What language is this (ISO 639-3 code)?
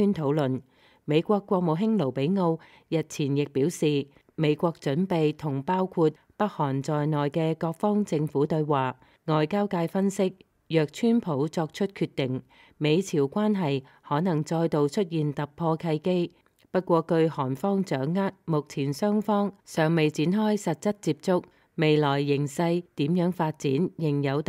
yue